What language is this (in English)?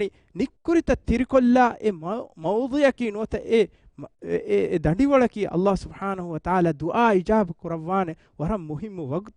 Divehi